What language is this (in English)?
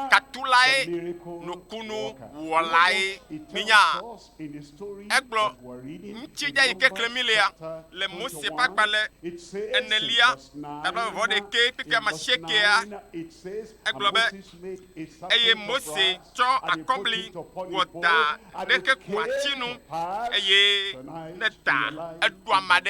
Ewe